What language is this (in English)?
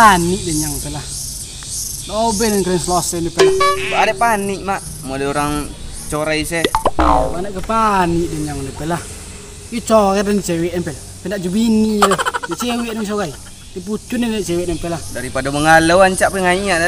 Minangkabau